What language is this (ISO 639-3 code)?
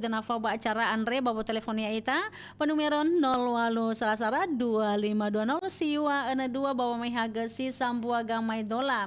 nia